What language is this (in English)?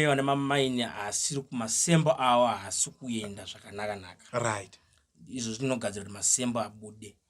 Shona